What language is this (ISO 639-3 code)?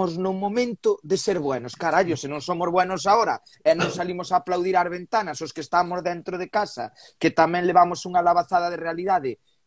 glg